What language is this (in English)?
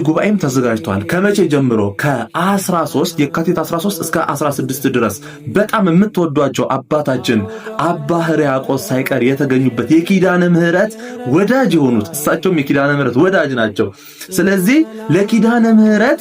Amharic